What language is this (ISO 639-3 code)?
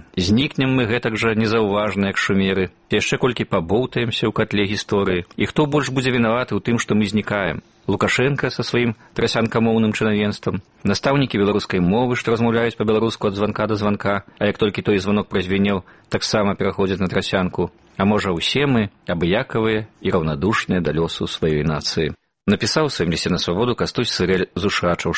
bel